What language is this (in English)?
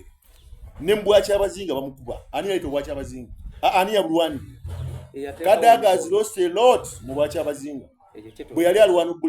Soga